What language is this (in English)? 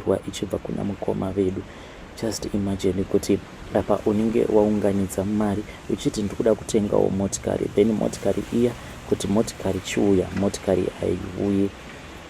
Shona